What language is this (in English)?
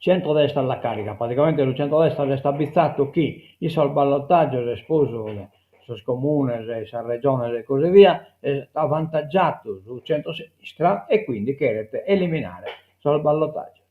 Sardinian